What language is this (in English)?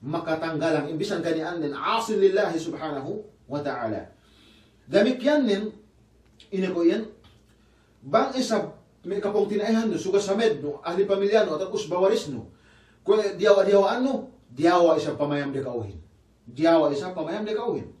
Yakan